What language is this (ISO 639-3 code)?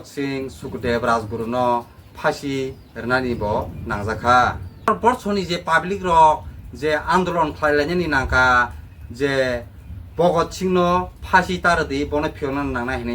trp